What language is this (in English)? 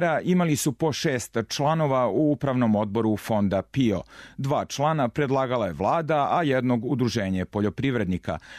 Serbian